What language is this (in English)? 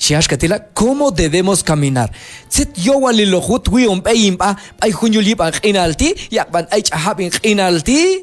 Q'anjob'al